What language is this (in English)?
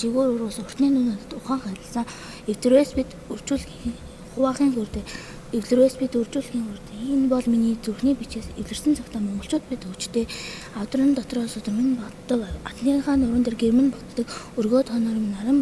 Mongolian